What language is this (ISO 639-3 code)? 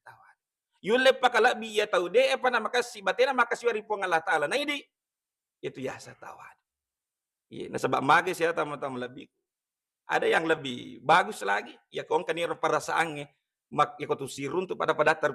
bug